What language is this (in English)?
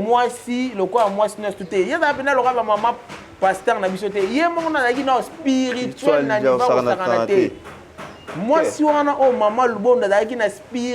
Lingala